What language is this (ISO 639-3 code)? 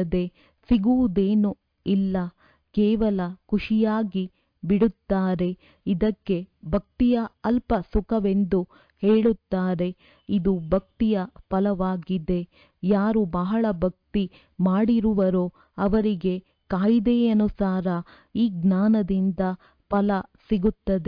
kan